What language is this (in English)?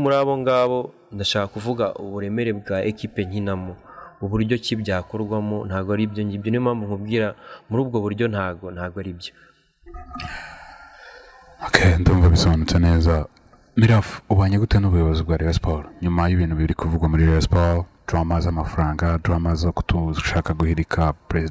Kinyarwanda